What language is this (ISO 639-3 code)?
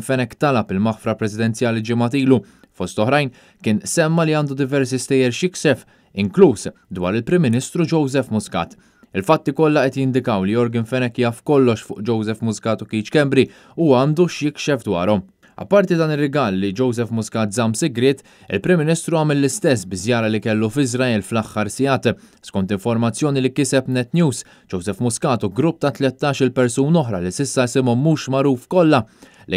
mlt